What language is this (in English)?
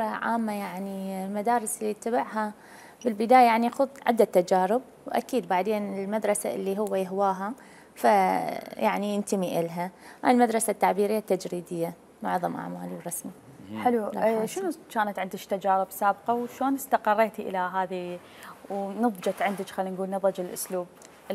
Mesopotamian Arabic